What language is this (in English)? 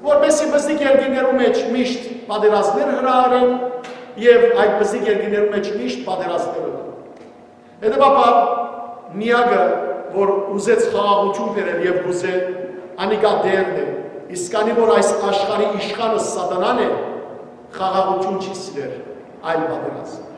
Western Armenian